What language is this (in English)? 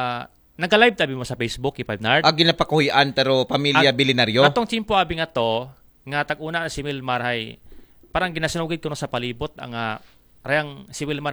Aklanon